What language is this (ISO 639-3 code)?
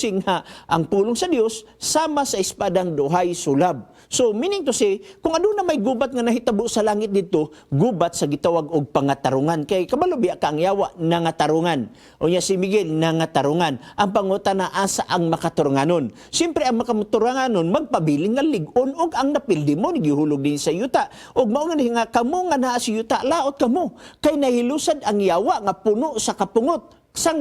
ceb